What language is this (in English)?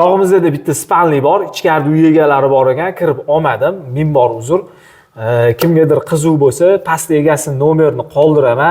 Uzbek